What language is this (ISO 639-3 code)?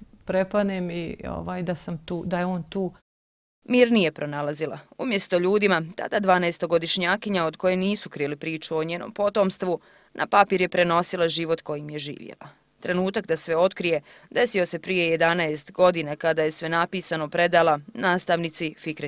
bos